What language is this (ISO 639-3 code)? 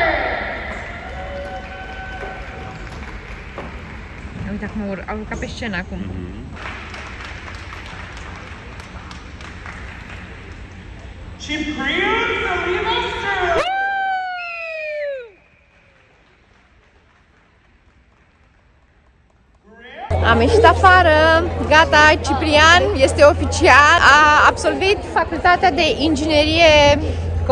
ron